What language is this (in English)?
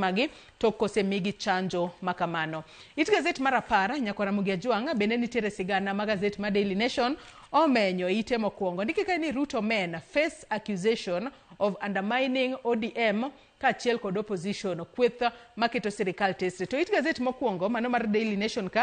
Luo (Kenya and Tanzania)